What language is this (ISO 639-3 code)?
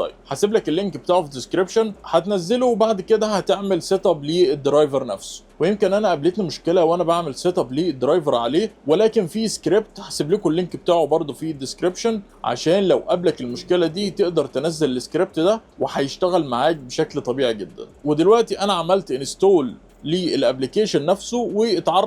arz